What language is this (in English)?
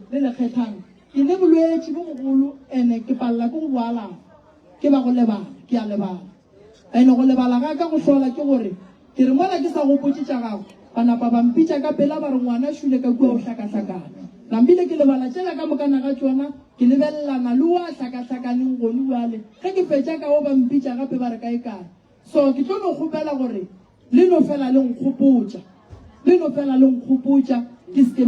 Northern Sotho